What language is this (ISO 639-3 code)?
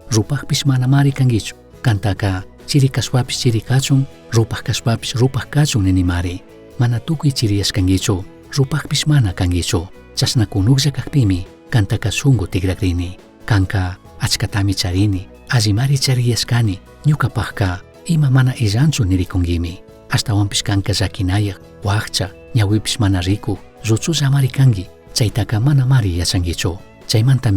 qug